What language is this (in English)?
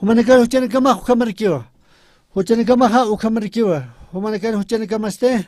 Aymara